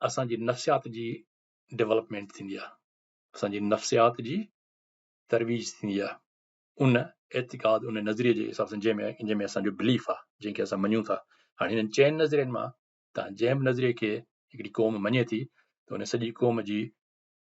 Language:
Sindhi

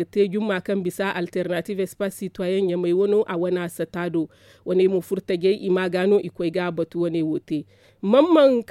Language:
Zarma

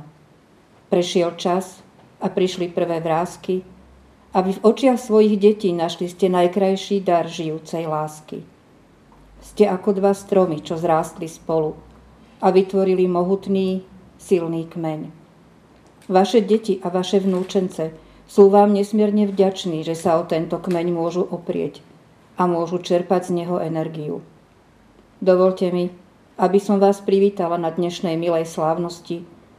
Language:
Slovak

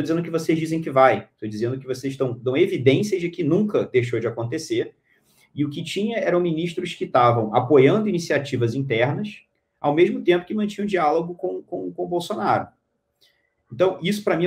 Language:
Portuguese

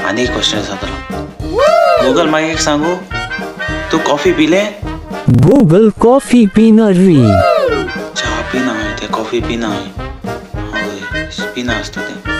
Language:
Konkani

